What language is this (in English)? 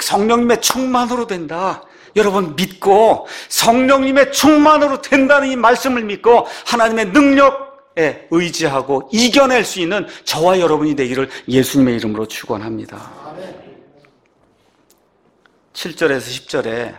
Korean